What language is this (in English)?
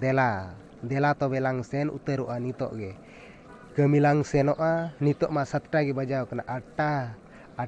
Santali